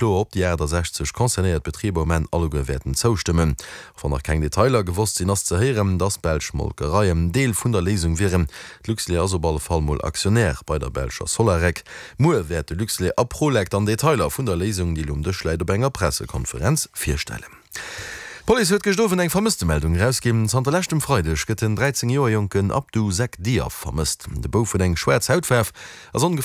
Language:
Luxembourgish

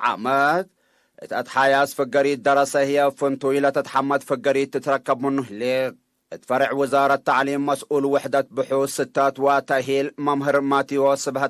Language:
Tigre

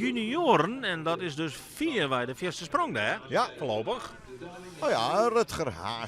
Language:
Western Frisian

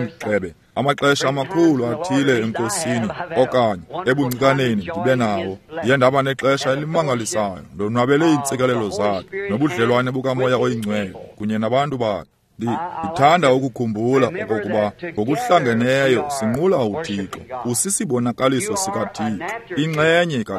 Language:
Xhosa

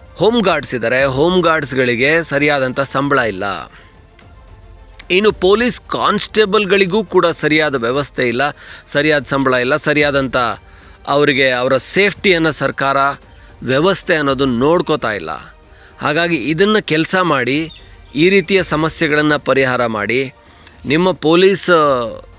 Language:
Kannada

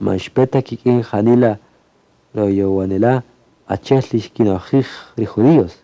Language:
Kaqchikel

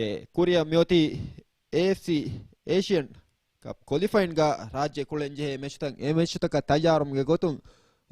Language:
Divehi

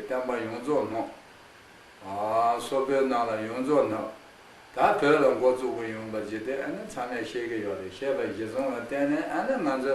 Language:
Khams Tibetan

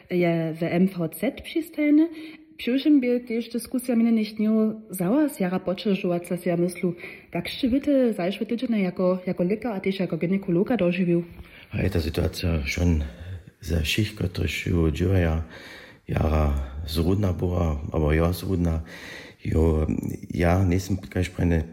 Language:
Upper Sorbian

